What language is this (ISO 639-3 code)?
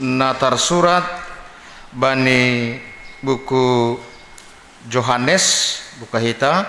bts